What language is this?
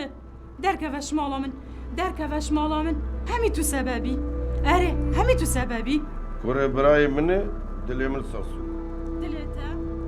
Kurdish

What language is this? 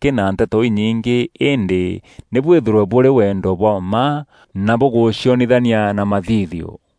Meru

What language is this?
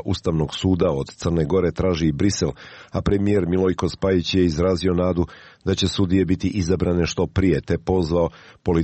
Serbian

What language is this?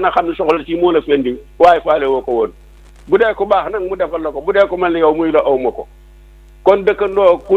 Wolof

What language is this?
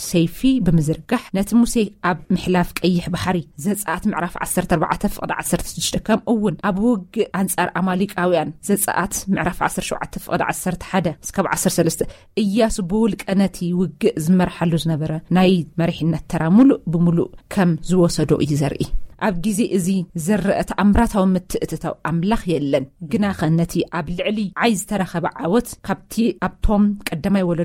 Tigrinya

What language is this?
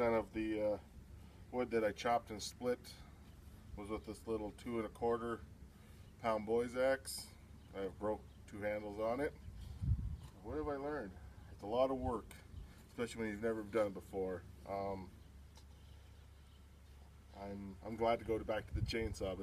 English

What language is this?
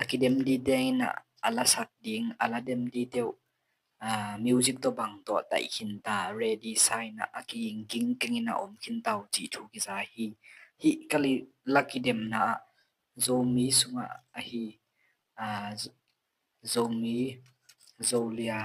Tedim Chin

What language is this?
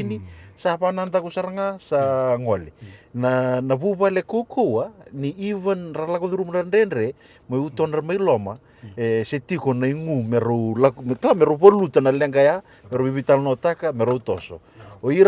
Fijian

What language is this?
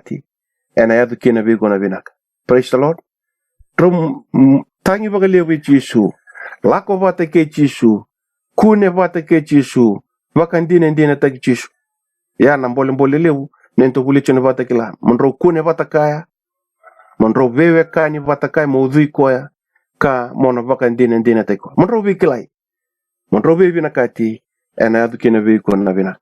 Fijian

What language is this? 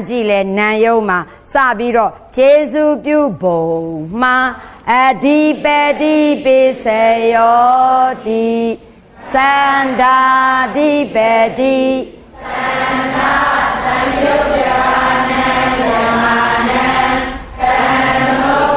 Burmese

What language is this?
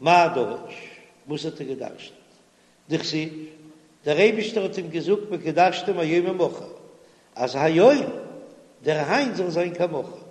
Yiddish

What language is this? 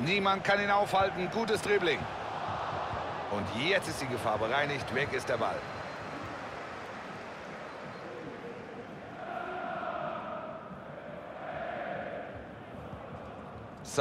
German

